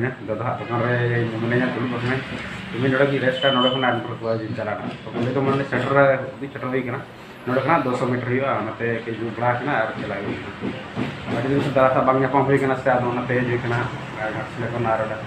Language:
Santali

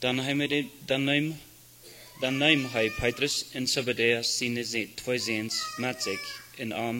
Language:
Plautdietsch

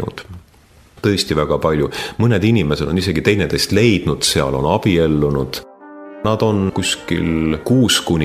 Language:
Estonian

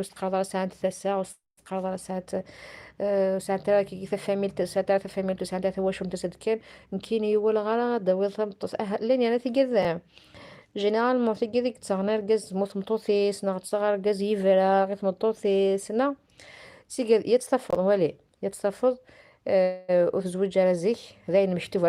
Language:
Kabyle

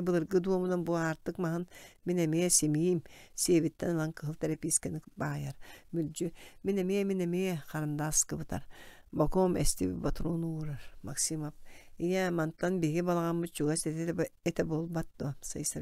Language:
Yakut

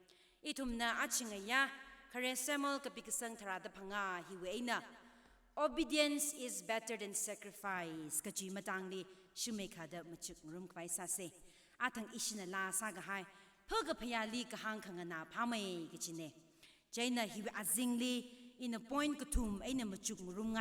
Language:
Tangkhul Naga (India)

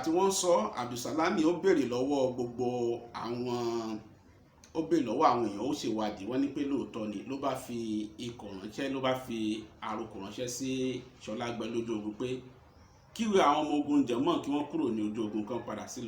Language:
Yoruba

